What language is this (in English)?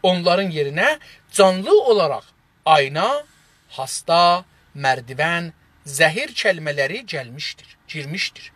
South Azerbaijani